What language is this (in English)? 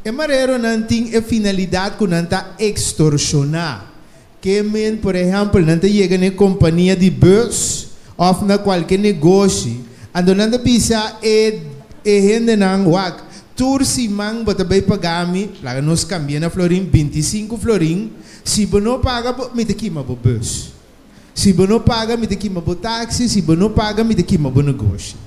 Papiamento